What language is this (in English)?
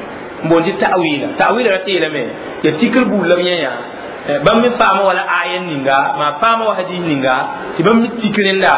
Mossi